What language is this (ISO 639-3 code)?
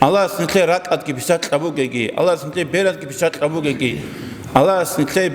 ava